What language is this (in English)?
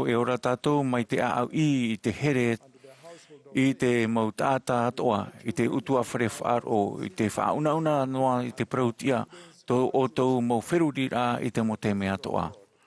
Tahitian